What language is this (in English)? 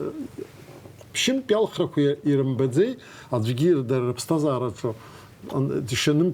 Abkhazian